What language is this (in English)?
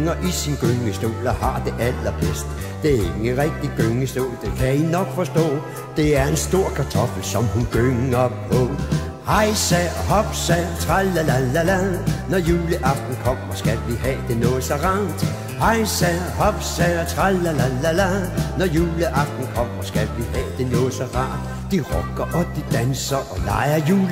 Danish